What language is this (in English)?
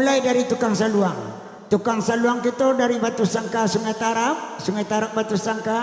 Minangkabau